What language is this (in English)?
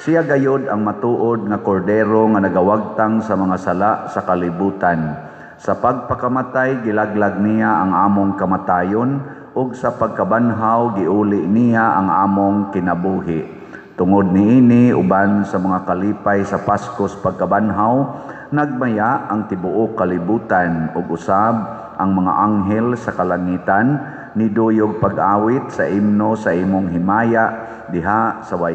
Cebuano